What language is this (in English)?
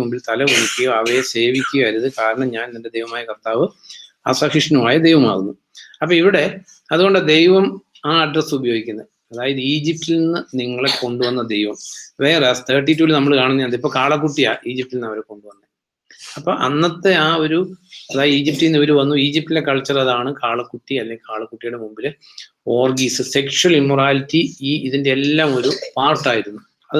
Malayalam